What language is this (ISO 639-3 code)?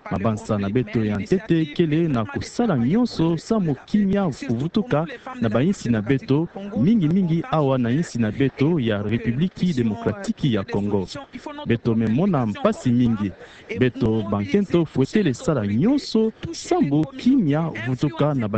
ktu